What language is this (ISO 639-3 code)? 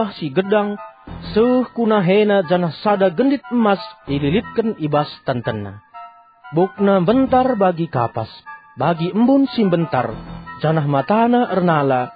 btx